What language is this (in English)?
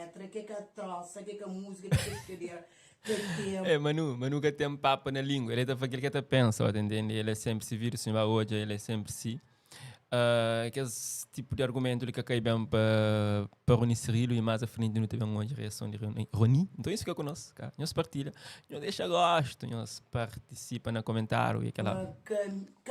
Kabuverdianu